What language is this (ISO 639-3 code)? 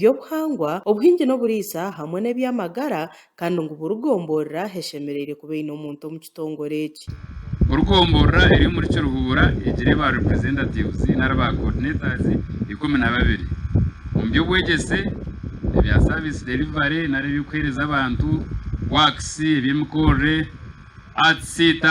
nyn